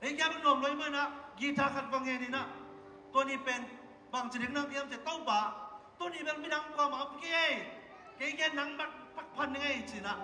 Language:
Tedim Chin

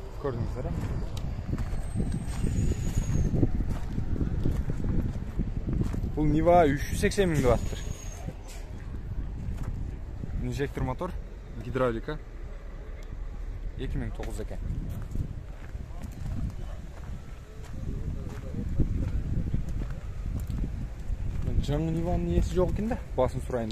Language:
Kyrgyz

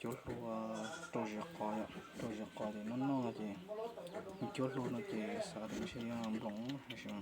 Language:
Hmong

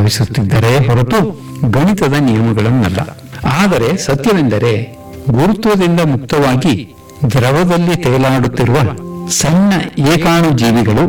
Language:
Kannada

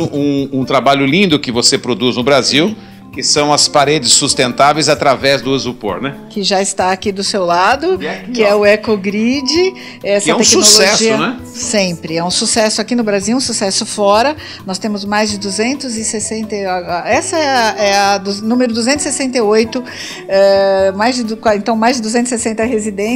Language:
Portuguese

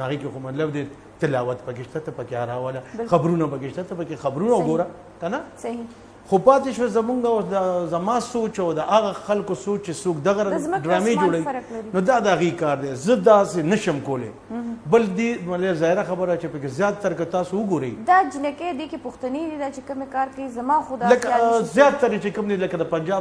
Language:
Pashto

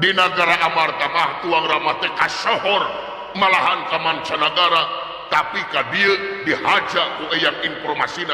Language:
Sundanese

